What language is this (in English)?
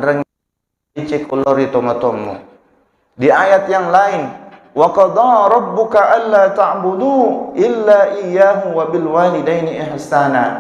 Buginese